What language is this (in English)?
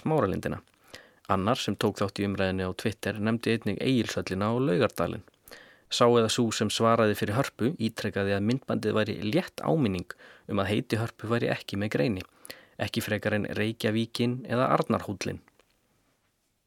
Icelandic